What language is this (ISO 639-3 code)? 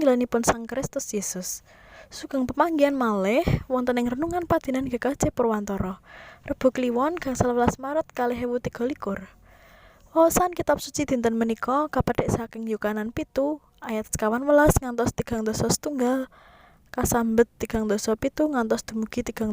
jav